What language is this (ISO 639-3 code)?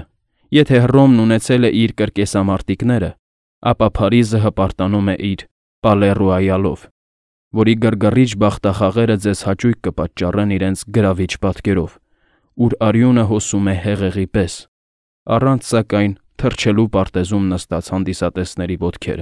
hye